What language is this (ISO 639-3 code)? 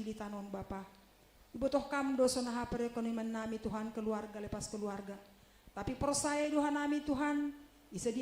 bts